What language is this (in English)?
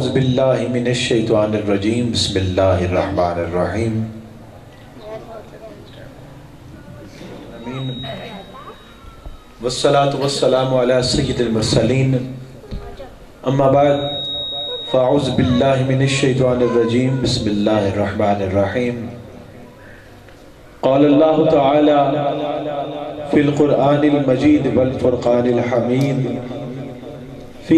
Urdu